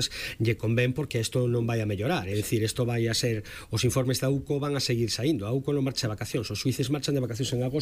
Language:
Galician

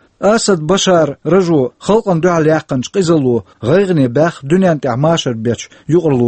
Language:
Chechen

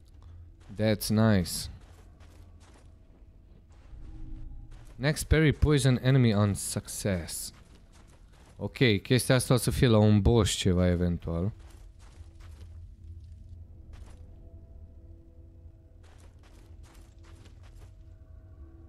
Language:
Romanian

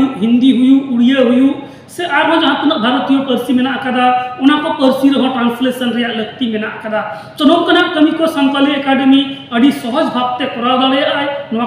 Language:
Santali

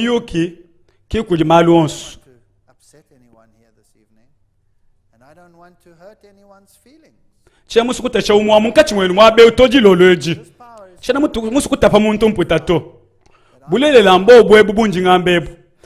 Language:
Luba-Lulua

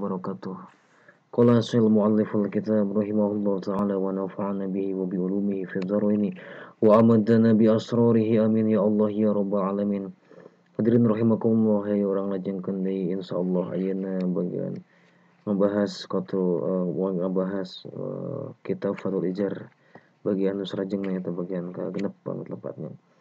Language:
Sundanese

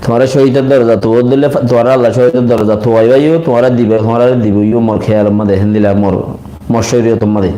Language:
Rohingya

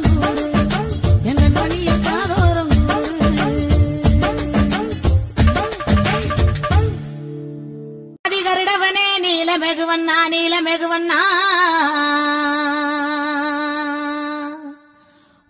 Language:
Tamil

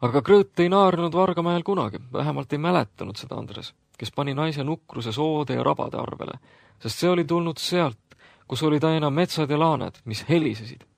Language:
Estonian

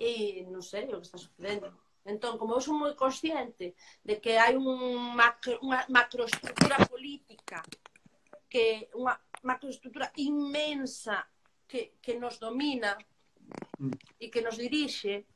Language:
Galician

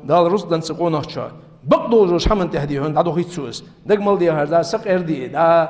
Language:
Ingush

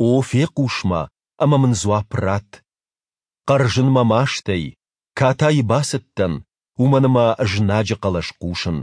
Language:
Ossetic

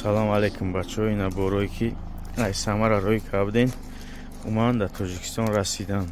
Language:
Tajik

